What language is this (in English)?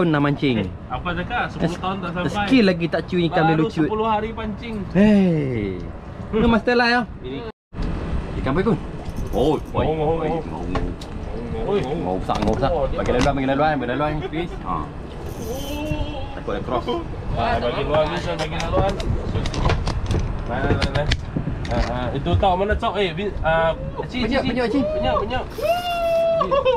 Malay